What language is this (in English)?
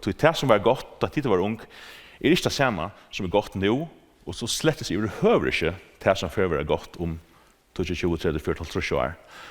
Faroese